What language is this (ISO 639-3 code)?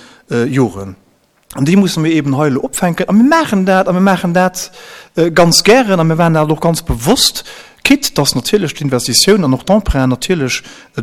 ltz